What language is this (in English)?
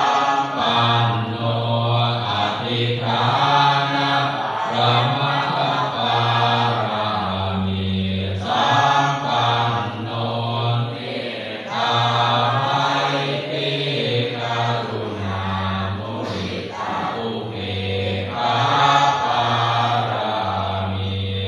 Pali